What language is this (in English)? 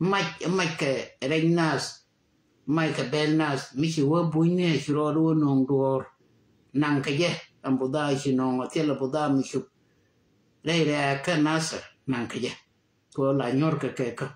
Nuer